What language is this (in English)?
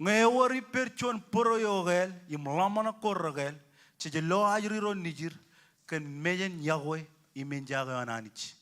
Marshallese